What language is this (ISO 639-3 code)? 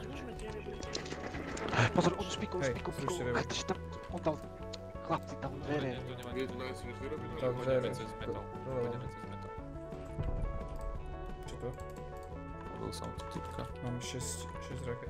slk